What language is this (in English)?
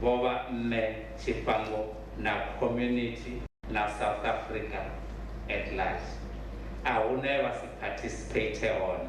Venda